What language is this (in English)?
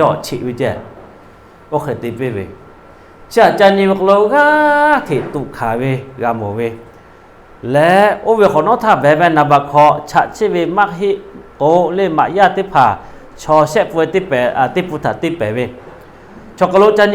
Lahu